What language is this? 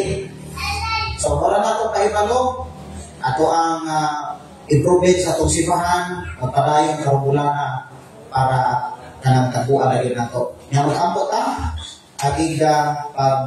Cebuano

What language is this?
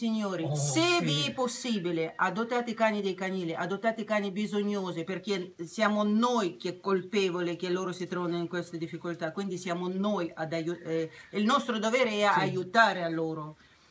Italian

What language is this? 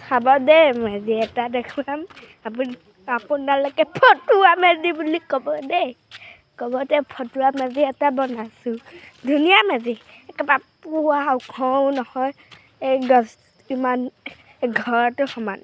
Assamese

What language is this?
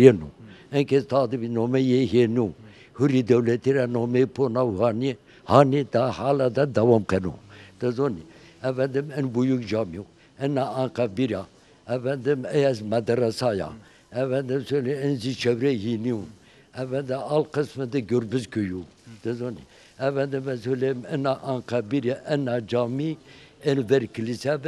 Zaza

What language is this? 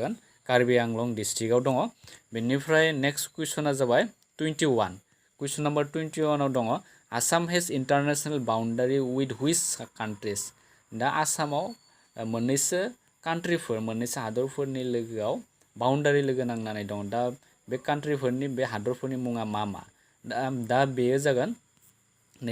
Bodo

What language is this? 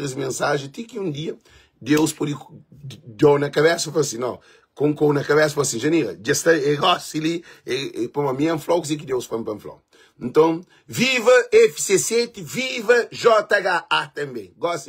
Kabuverdianu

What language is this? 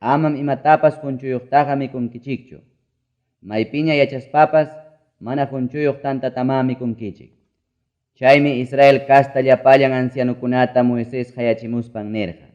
Ayacucho Quechua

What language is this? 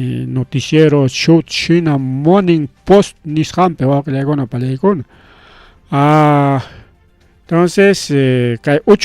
Ayacucho Quechua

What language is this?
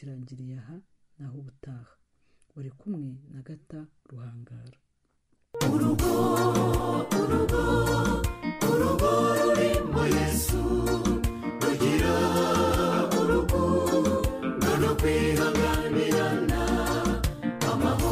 Kinyarwanda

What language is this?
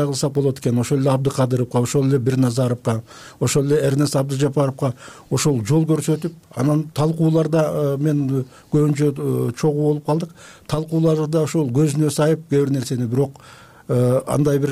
Kyrgyz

